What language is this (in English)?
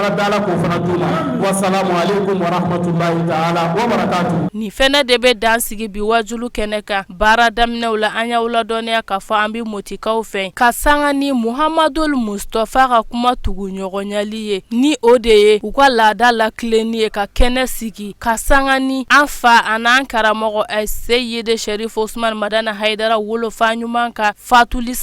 Bambara